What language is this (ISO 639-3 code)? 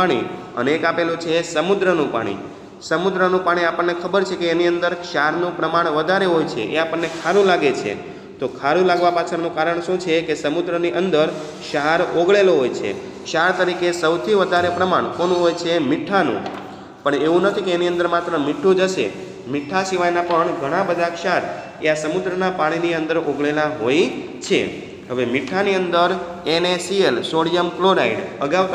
guj